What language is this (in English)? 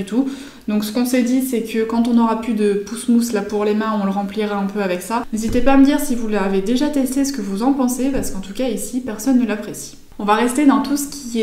French